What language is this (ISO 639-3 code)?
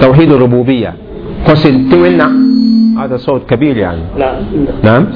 mos